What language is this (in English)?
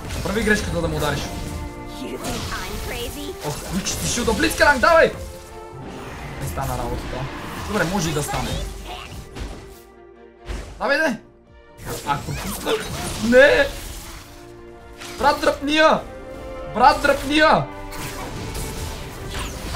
Bulgarian